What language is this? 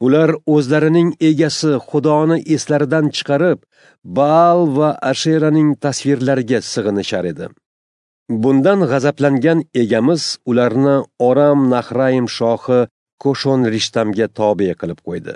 Uzbek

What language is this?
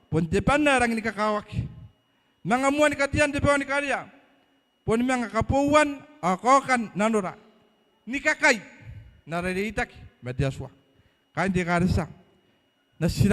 Gilbertese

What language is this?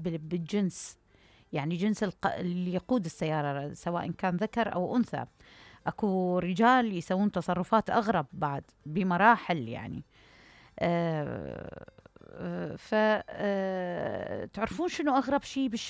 Mesopotamian Arabic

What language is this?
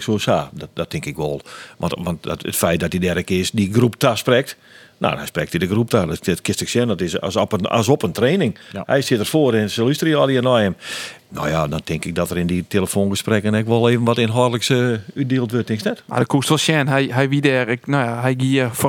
Western Frisian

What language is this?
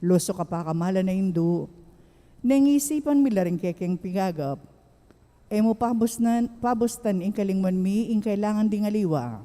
Pampanga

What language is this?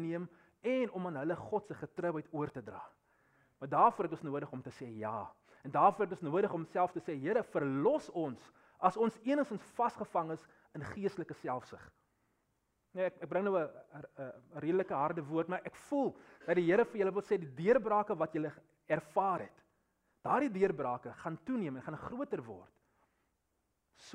Afrikaans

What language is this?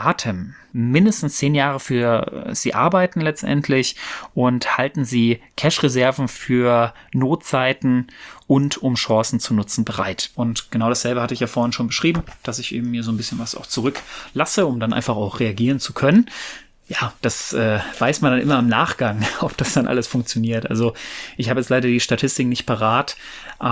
German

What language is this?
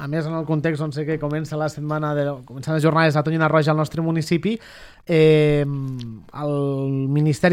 Catalan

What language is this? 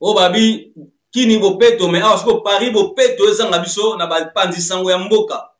Lingala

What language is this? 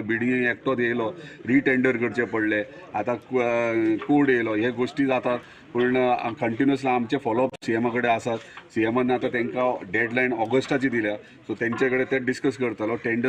Konkani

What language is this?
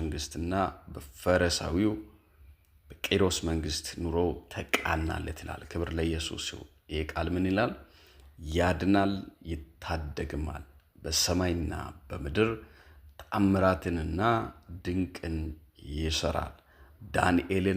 Amharic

